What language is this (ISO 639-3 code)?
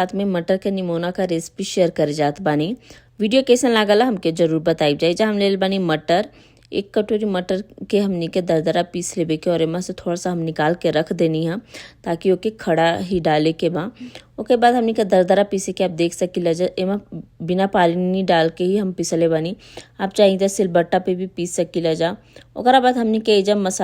bho